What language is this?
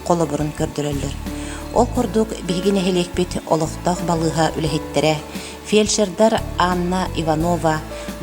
Yakut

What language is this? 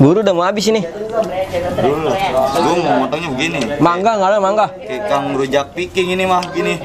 Betawi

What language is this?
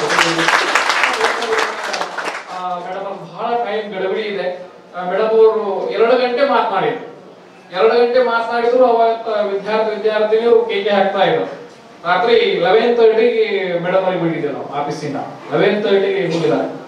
Kannada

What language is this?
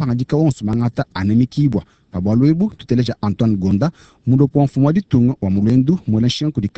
Luba-Lulua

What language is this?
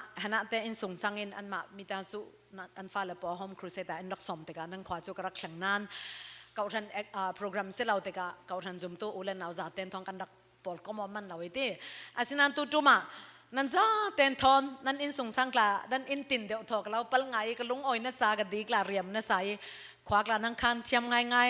Falam Chin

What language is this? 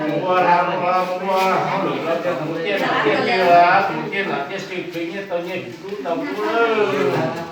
Hmong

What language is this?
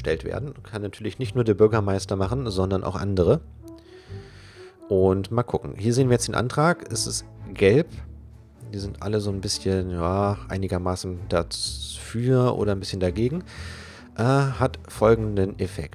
German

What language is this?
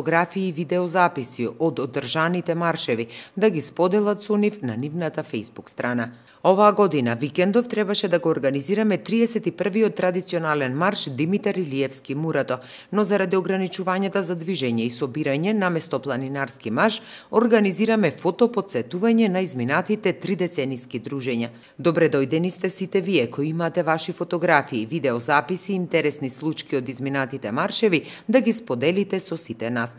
Macedonian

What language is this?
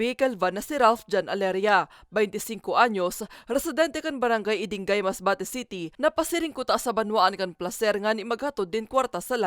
Bikol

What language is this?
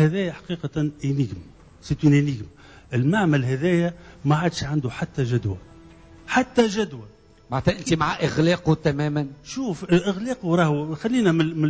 Tunisian Arabic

